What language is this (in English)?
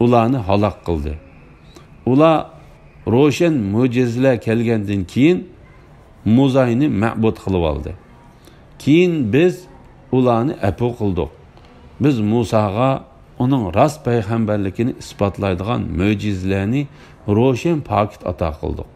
Uyghur